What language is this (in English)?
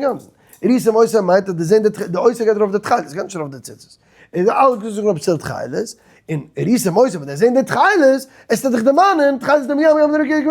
Yiddish